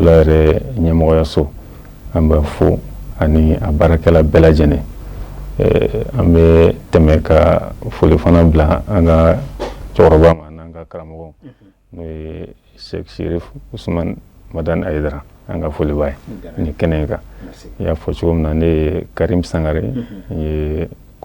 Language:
Bambara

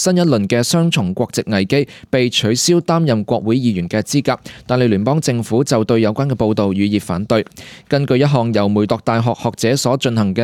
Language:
Cantonese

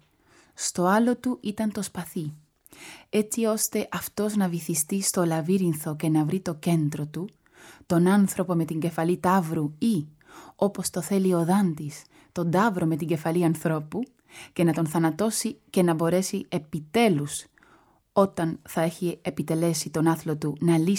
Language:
Greek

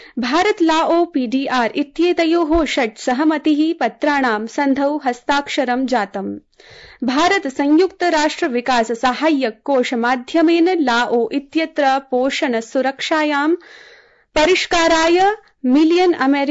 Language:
Sanskrit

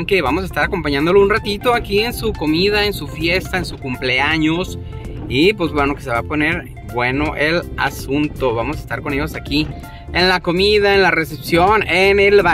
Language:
Spanish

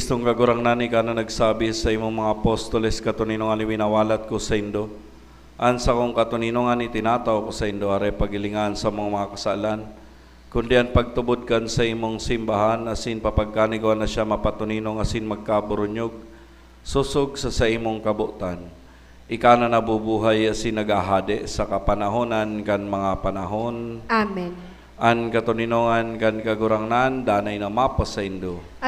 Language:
Bikol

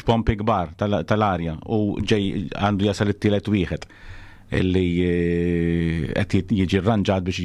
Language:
Maltese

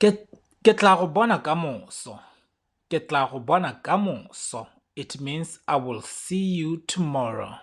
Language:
Tswana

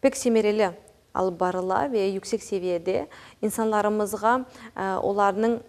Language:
Crimean Tatar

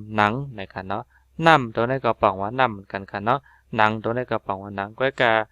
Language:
Shan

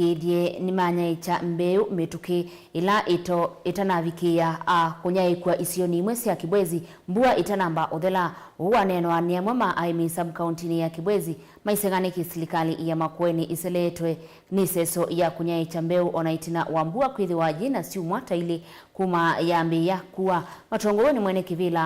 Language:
Kamba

